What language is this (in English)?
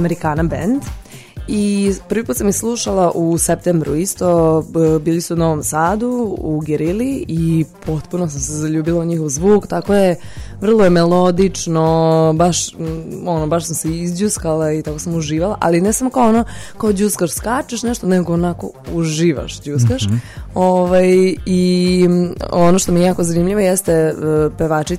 Serbian